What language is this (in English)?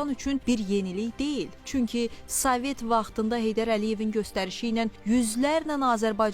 Azerbaijani